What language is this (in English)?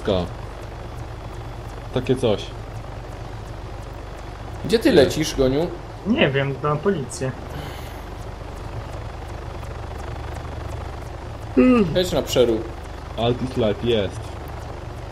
Polish